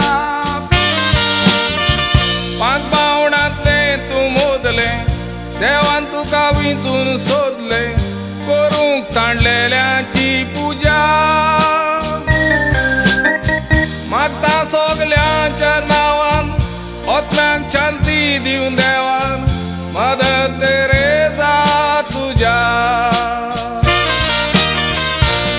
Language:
Marathi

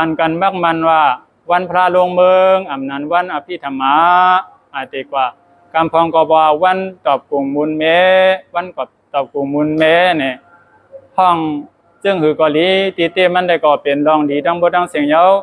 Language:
Shan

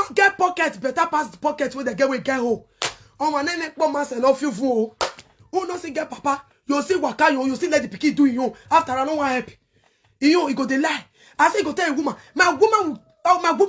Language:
Nigerian Pidgin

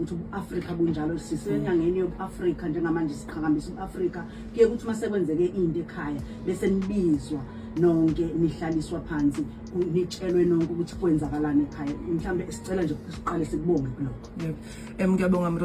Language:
Zulu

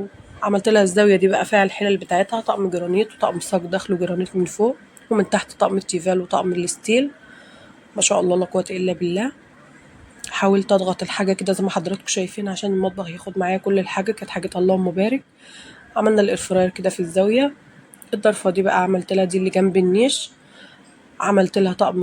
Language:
Egyptian Arabic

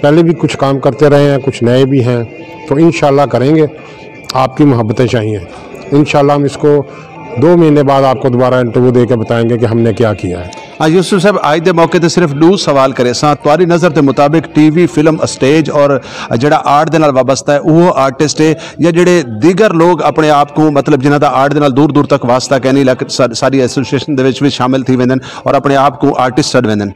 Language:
Saraiki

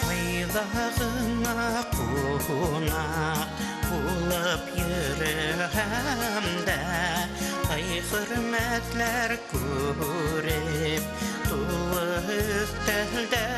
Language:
Bashkir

